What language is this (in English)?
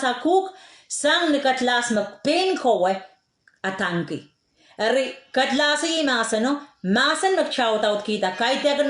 Pohnpeian